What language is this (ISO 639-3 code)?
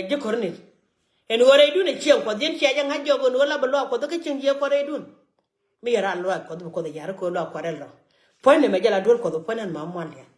nus